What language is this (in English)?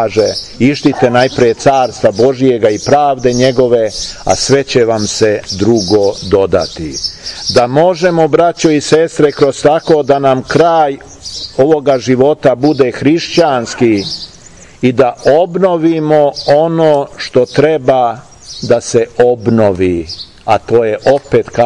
Serbian